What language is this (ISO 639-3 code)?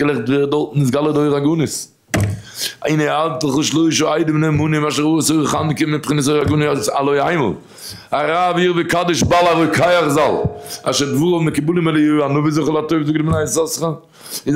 yid